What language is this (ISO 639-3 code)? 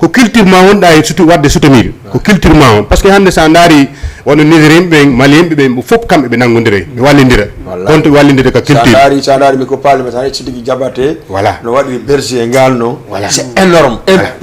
ful